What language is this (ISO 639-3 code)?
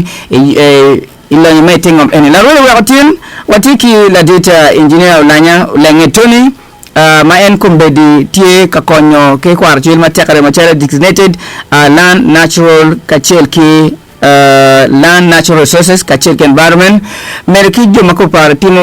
ach